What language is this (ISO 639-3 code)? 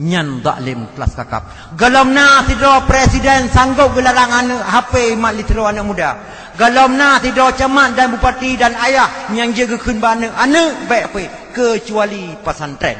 ace